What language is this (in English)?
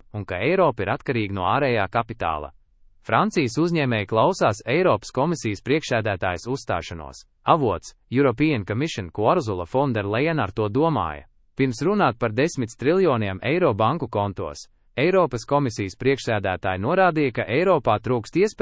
Latvian